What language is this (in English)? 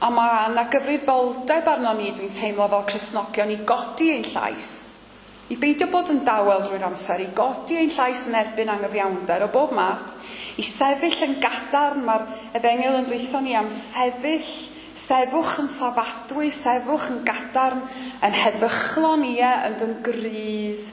Welsh